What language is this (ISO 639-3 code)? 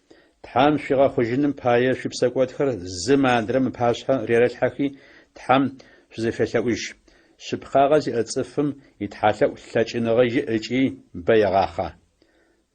ady